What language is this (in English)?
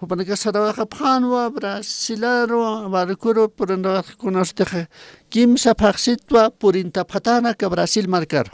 Aymara